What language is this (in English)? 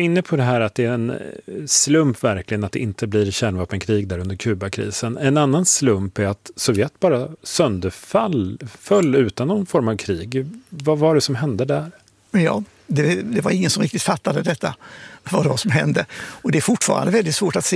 Swedish